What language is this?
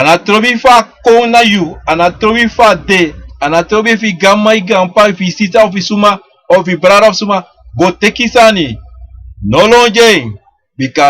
Sranan Tongo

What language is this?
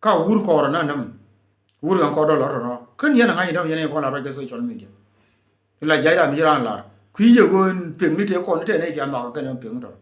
Nuer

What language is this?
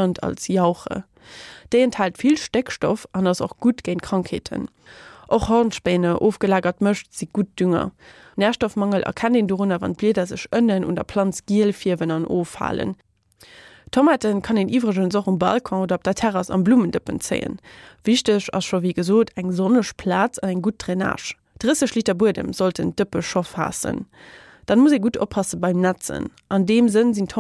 Luxembourgish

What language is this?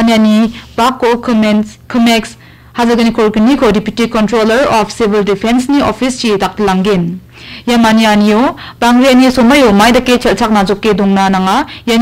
Garo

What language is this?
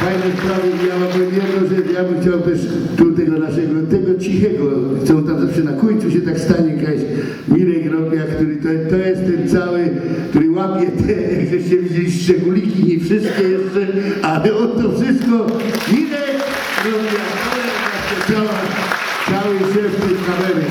Silesian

